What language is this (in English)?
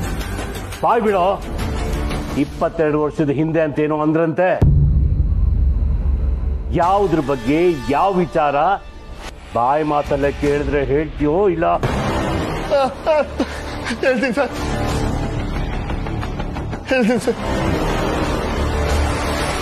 Kannada